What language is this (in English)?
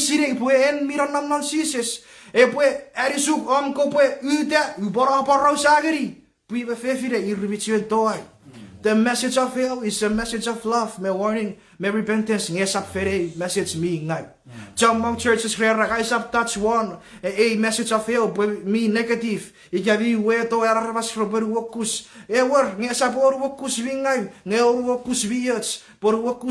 Chuukese